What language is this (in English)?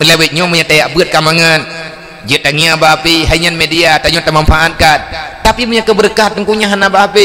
Achinese